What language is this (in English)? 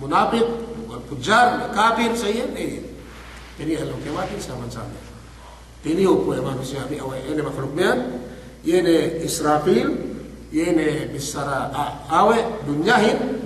Yakan